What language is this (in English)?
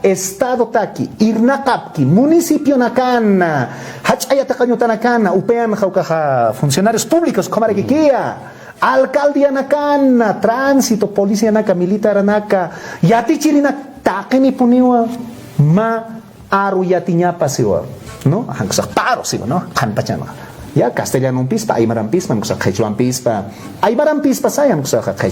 Aymara